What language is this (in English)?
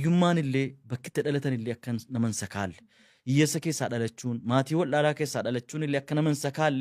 Oromo